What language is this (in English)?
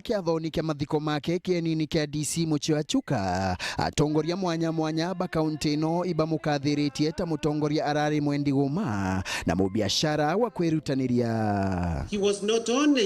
Meru